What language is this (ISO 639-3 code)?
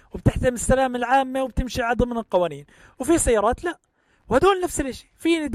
apc